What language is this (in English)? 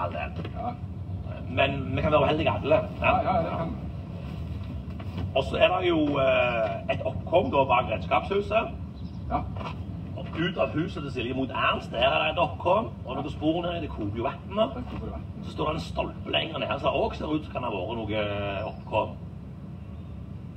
Norwegian